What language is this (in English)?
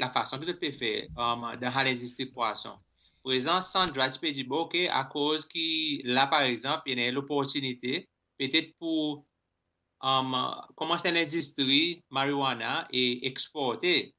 Seselwa Creole French